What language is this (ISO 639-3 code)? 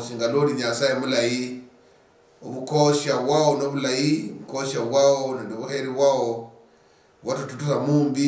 luy